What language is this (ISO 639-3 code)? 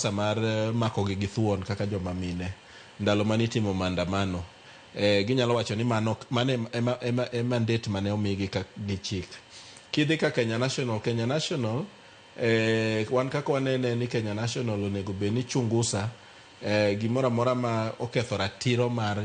luo